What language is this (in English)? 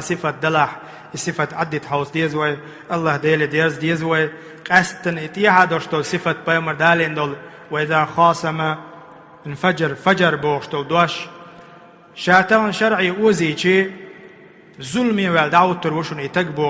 Chechen